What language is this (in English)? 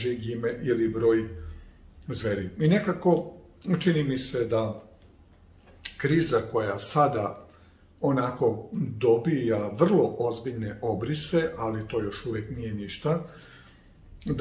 Serbian